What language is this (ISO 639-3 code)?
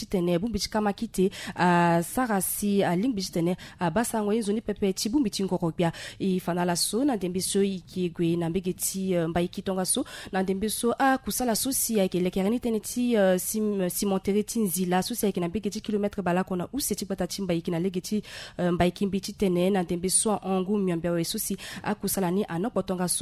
sag